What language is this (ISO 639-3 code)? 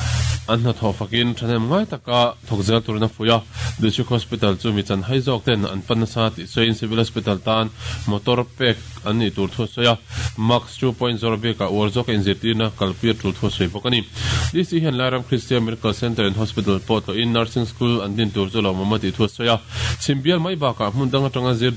lus